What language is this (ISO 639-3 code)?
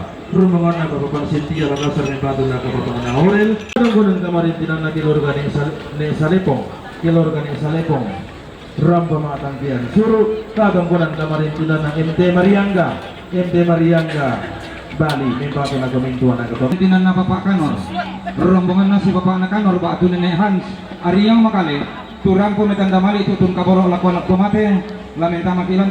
sda